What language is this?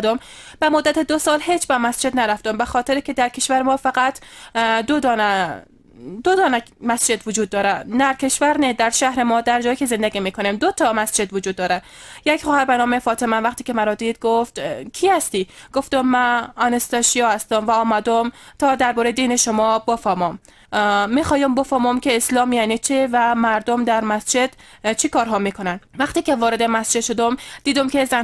Persian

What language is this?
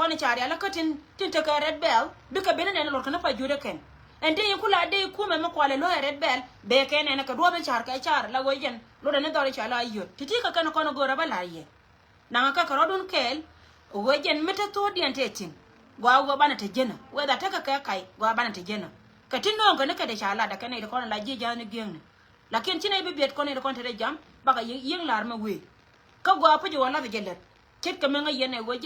Nuer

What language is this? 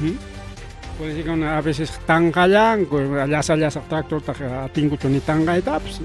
Ayacucho Quechua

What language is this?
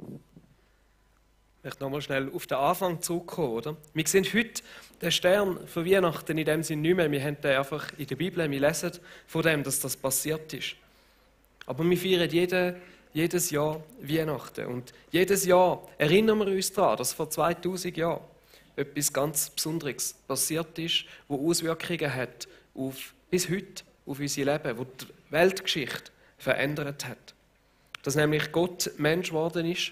Swiss German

